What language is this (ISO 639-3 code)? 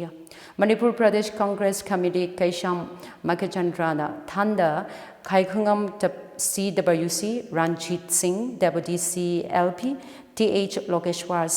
nmf